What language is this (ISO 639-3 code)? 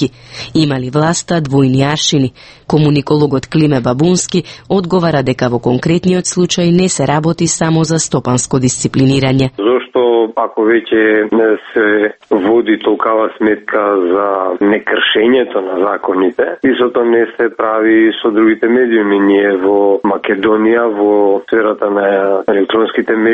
mkd